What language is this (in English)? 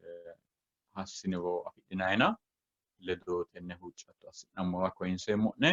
Sidamo